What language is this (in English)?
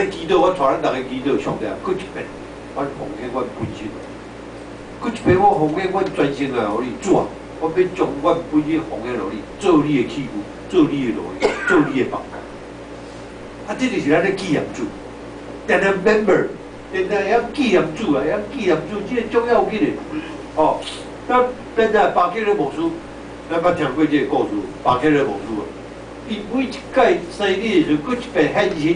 Min Nan Chinese